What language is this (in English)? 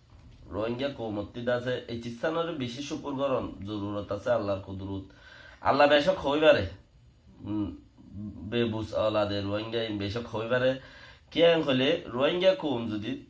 Rohingya